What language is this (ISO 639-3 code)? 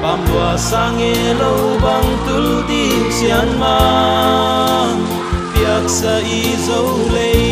pck